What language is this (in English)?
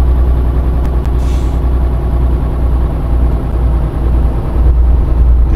Turkish